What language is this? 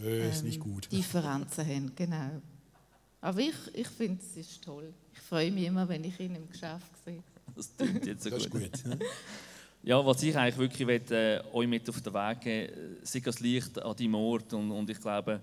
Swiss German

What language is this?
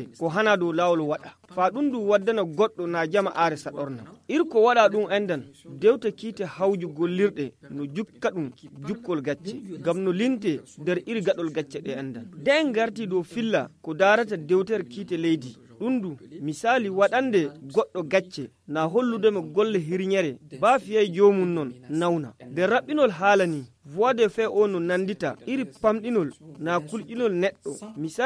Fula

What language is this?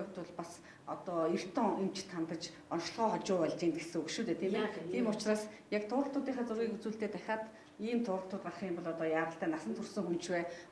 Mongolian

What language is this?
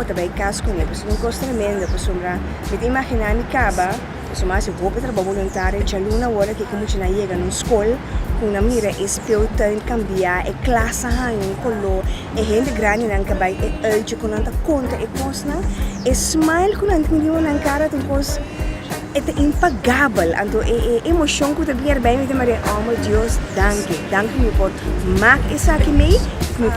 Papiamento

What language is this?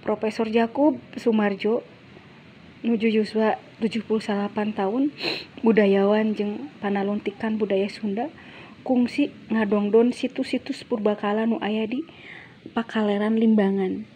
Sundanese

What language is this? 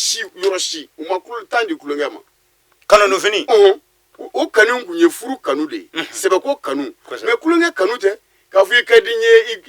Bambara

